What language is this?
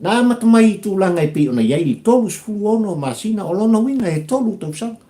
Samoan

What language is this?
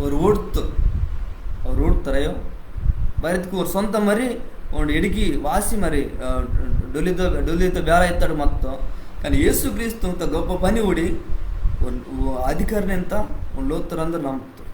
Koya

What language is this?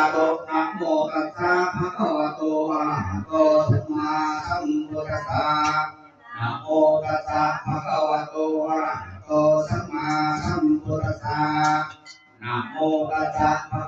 Pali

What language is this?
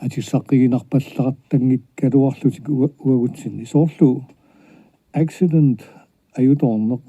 Kalaallisut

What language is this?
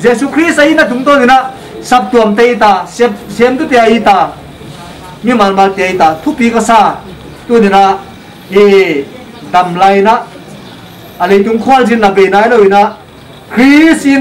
Paite Chin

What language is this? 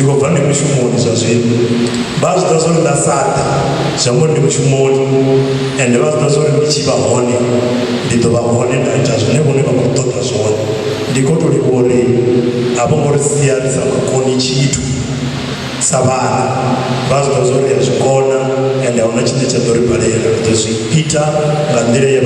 Venda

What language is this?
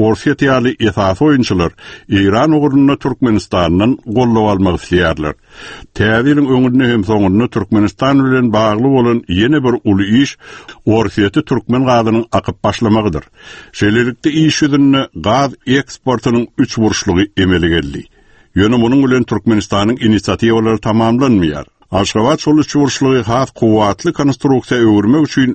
Turkmen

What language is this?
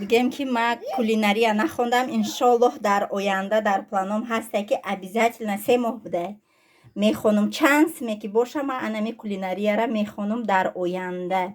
Tajik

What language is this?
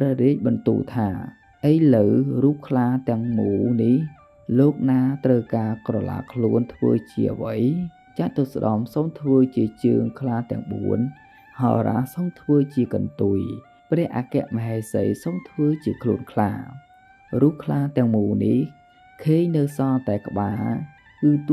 Khmer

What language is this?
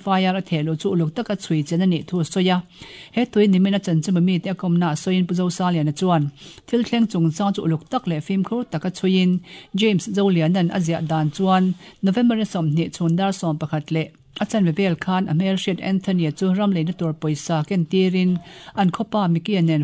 Mizo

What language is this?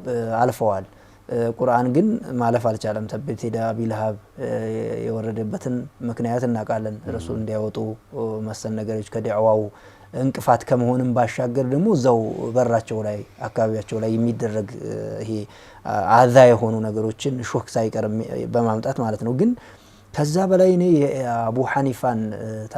Amharic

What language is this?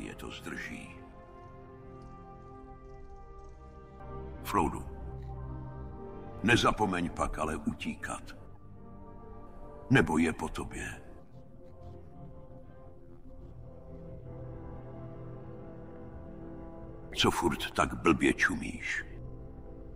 Czech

